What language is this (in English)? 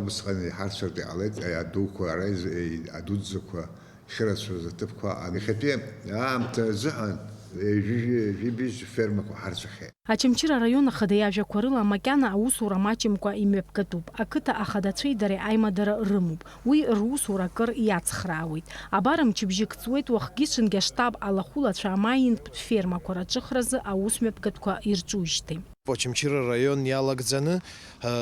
Abkhazian